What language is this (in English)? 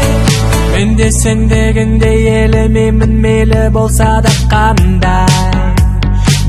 Kazakh